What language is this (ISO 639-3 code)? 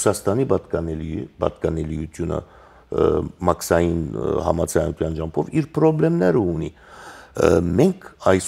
hye